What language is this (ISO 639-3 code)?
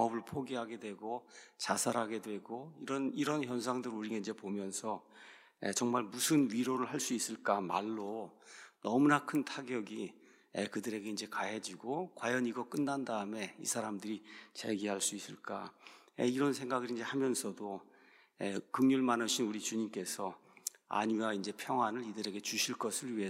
kor